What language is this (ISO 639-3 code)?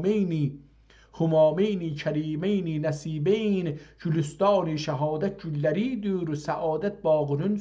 azb